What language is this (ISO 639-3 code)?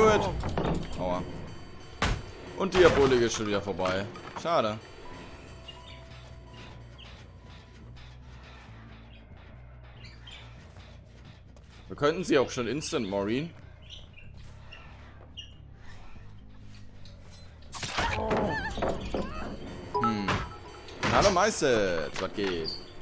deu